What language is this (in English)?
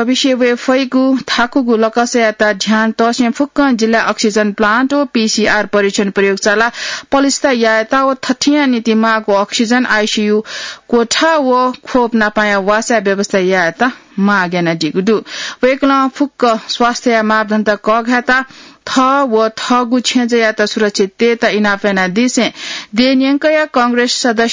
Newari